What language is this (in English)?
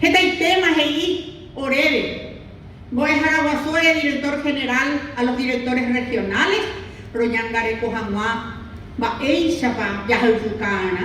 Guarani